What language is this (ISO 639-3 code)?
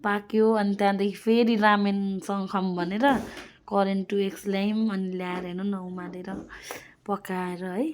nep